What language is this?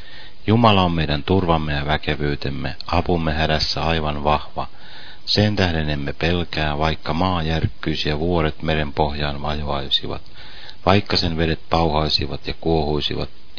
Finnish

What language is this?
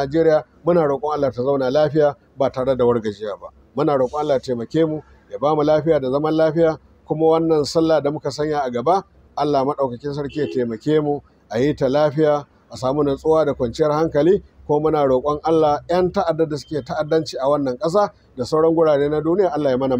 Hausa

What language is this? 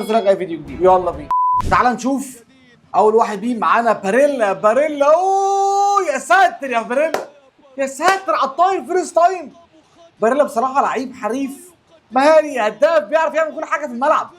Egyptian Arabic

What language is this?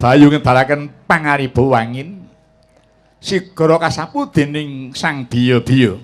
Javanese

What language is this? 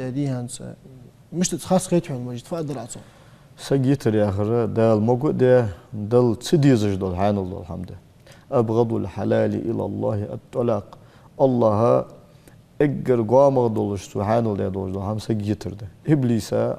Ingush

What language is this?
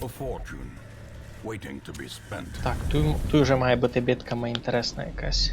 Rusyn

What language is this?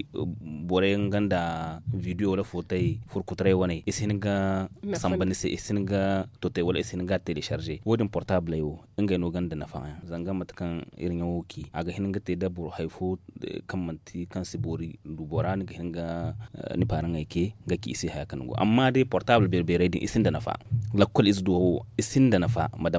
Zarma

